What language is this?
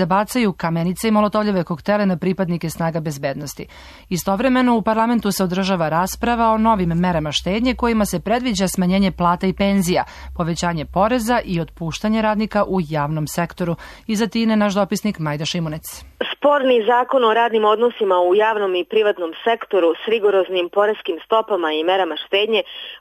Serbian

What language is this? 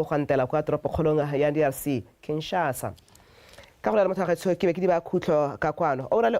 Tswana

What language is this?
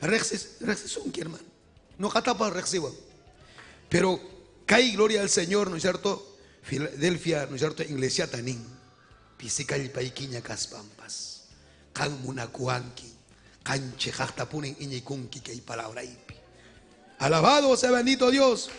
Ayacucho Quechua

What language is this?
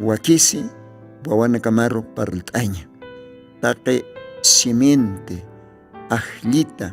Aymara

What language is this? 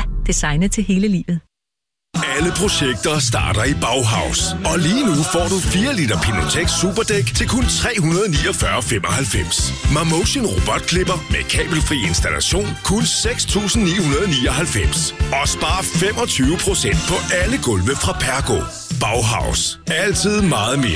Danish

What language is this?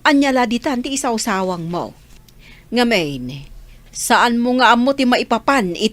Iloko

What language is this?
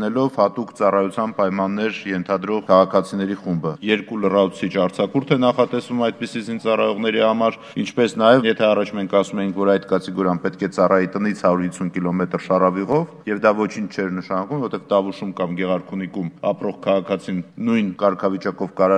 Armenian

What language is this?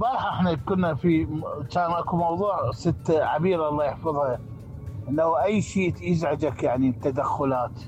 Mesopotamian Arabic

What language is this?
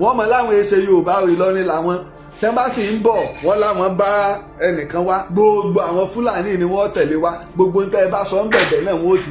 Yoruba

